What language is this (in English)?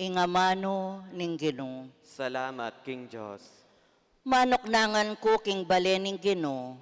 Pampanga